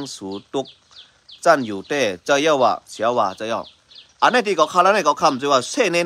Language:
Shan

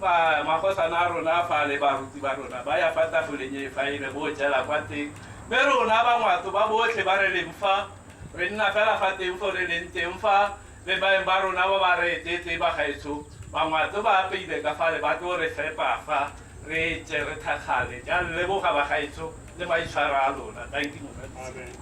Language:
Tswana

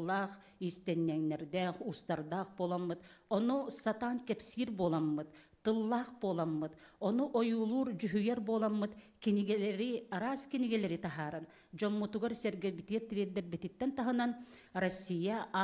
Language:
Yakut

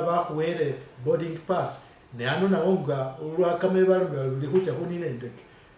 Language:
Masaaba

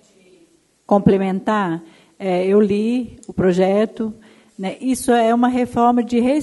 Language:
Portuguese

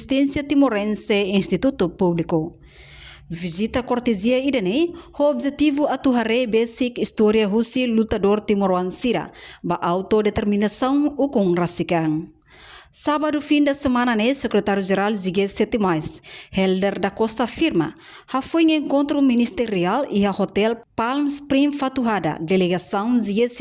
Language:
Tetum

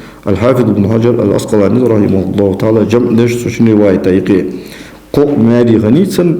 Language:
Ingush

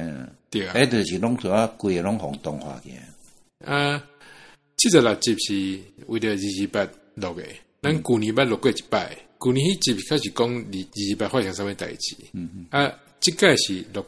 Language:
Min Nan Chinese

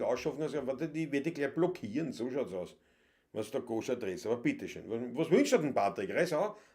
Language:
Bavarian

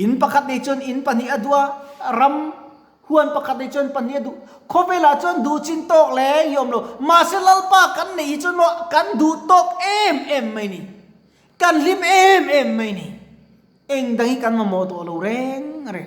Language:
Mizo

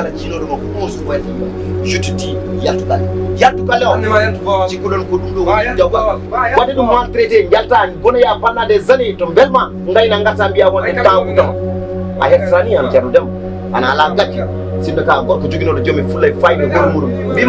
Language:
Fula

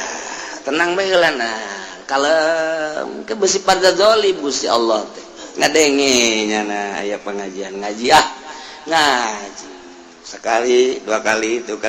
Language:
Sundanese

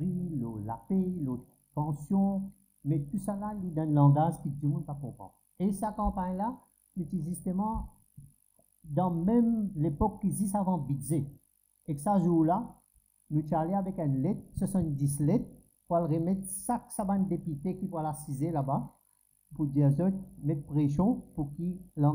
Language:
Morisyen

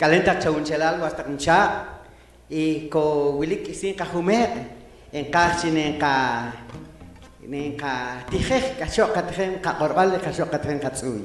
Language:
Poqomchi'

